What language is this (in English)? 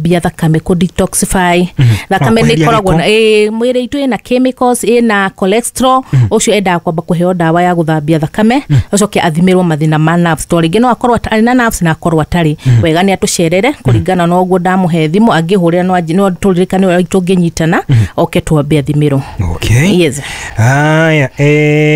Kikuyu